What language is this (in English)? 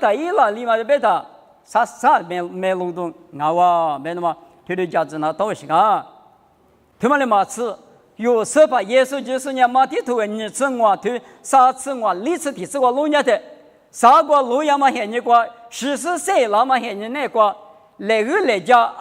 Lisu